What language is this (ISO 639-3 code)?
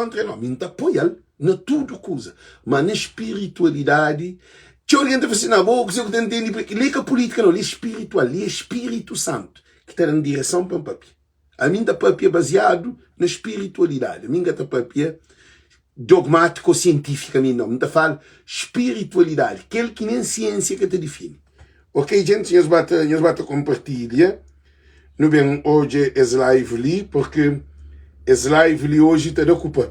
kea